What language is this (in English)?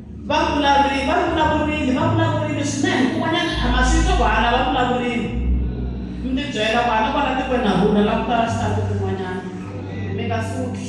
Tsonga